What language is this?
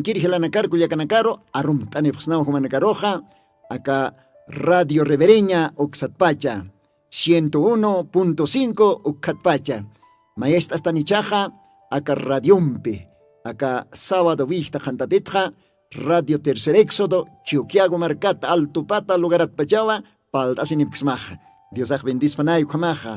Aymara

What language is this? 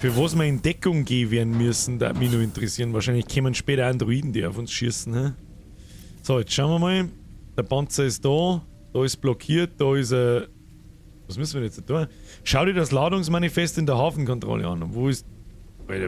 Bavarian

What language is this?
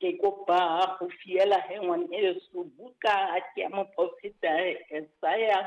Southern Sotho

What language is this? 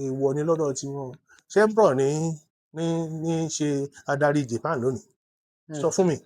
Yoruba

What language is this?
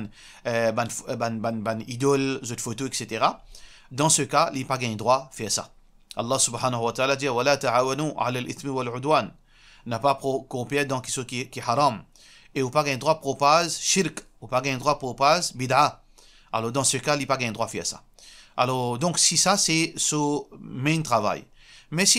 Morisyen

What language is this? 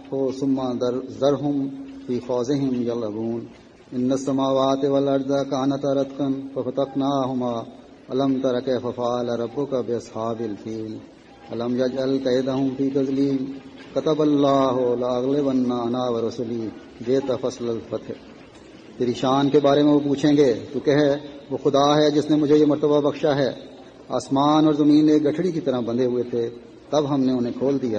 Urdu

